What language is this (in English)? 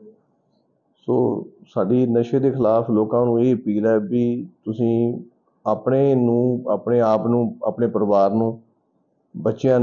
Punjabi